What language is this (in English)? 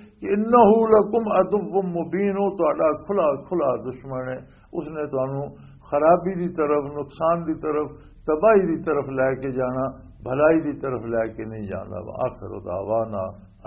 Western Panjabi